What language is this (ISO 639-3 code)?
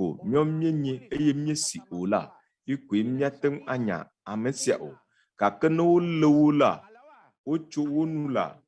ewe